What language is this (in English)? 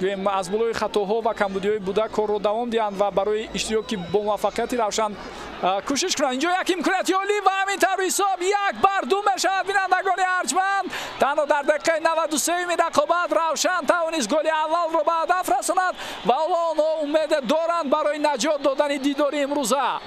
Tajik